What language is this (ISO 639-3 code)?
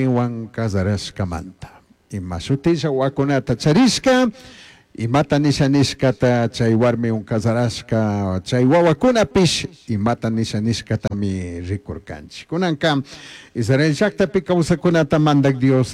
qug